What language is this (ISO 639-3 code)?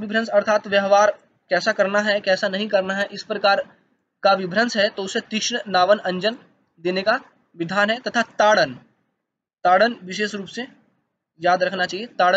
hin